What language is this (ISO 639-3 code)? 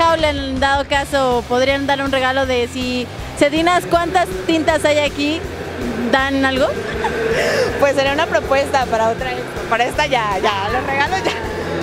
spa